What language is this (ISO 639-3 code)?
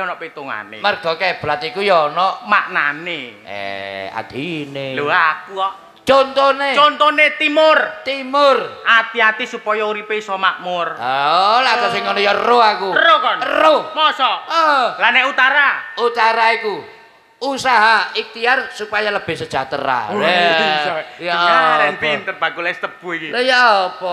jav